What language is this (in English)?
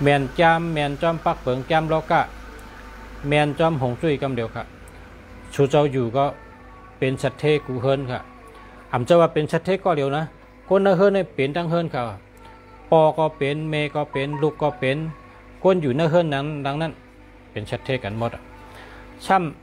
Shan